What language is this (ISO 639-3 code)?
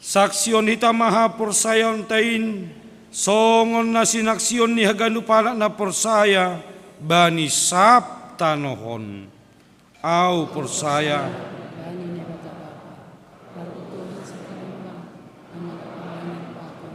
bts